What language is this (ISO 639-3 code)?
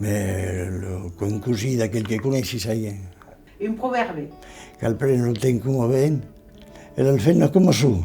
oci